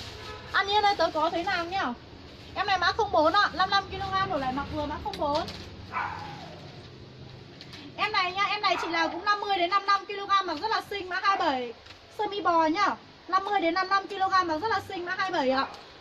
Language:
Vietnamese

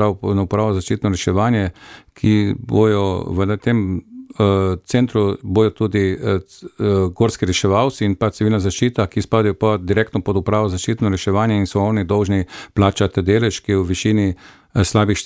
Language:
Slovenian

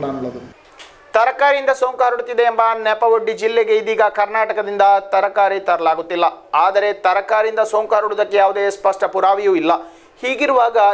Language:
Kannada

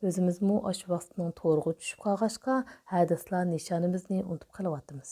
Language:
Uyghur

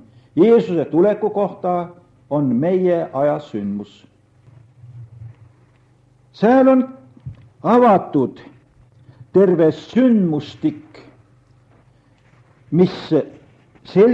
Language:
Estonian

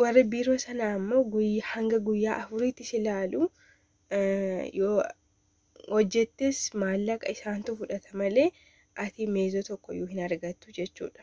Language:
Oromo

